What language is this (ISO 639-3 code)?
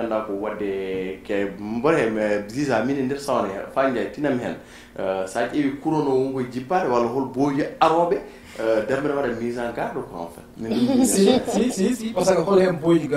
ful